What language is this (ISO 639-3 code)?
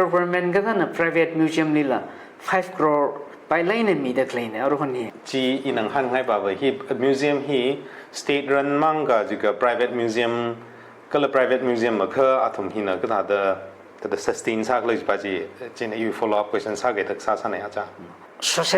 nmf